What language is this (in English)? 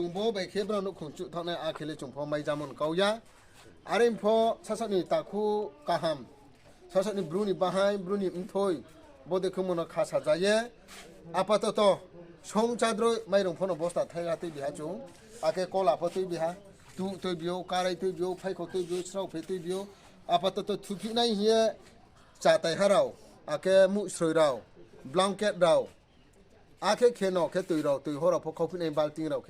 Riang (India)